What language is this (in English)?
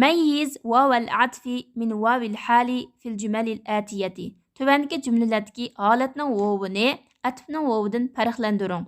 Uyghur